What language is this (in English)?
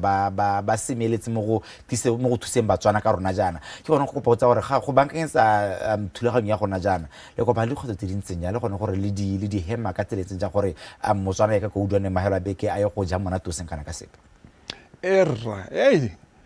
Tswana